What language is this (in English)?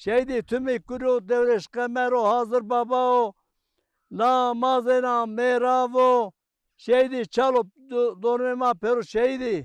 Zaza